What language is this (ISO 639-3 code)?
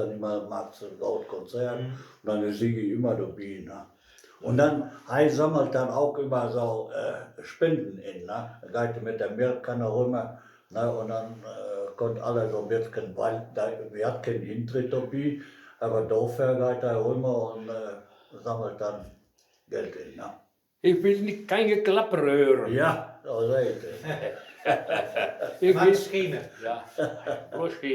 wep